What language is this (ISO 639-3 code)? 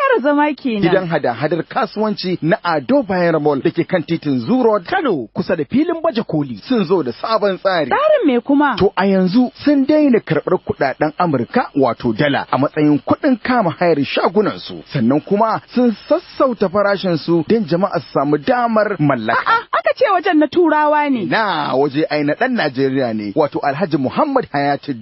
hau